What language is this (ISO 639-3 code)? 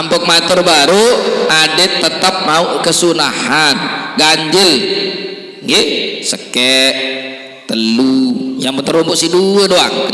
sas